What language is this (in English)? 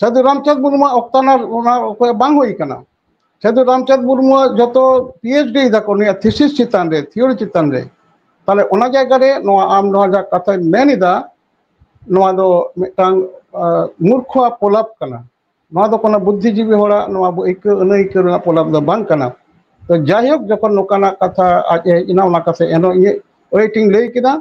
Santali